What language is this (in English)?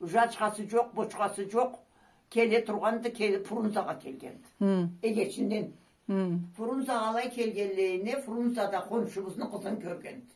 Karachay-Balkar